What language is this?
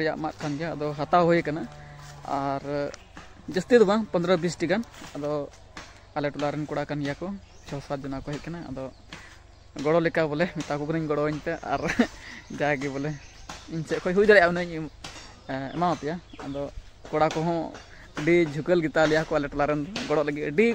Santali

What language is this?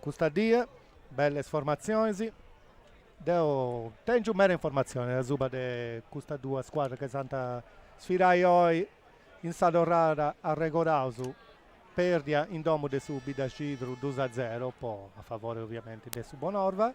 Sardinian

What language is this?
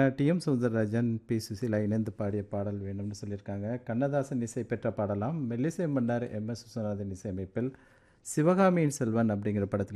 Tamil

